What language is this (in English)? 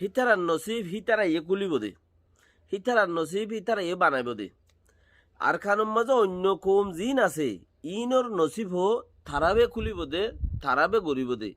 Rohingya